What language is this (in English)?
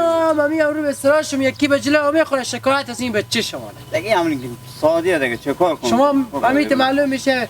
Hazaragi